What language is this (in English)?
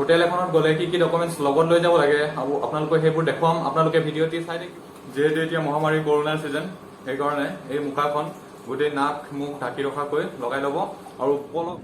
Assamese